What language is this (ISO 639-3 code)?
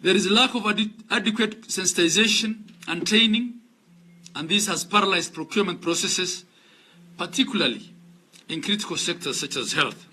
guz